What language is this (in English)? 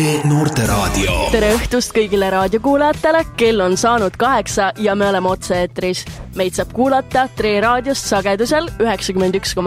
Estonian